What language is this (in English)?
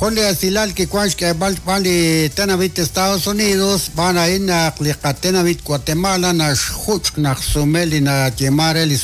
Kekchí